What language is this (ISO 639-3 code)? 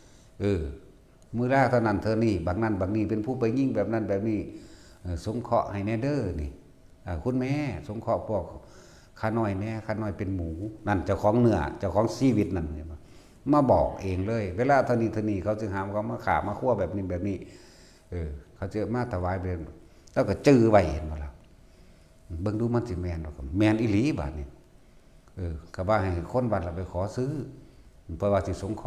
tts